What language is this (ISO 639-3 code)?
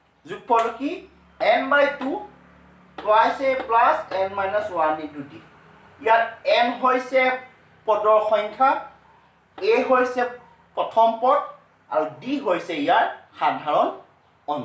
asm